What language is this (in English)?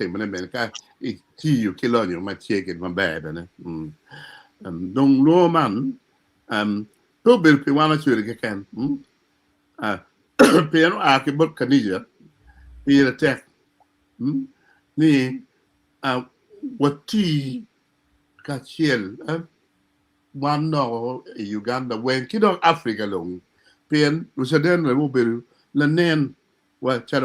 Acoli